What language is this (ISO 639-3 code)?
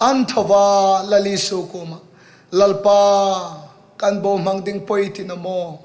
hmr